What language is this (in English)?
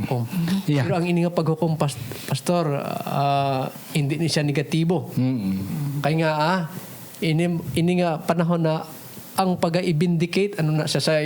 Hiligaynon